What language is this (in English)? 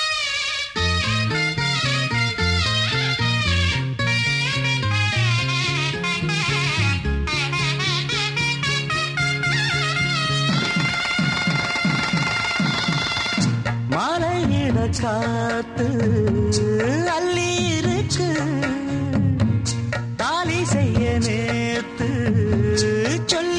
Tamil